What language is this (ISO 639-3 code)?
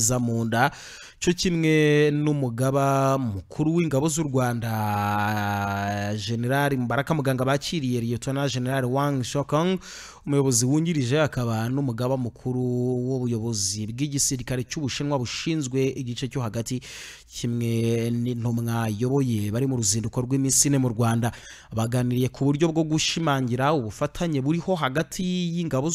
kin